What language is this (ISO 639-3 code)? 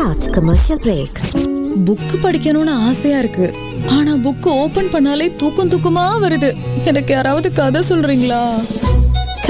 tam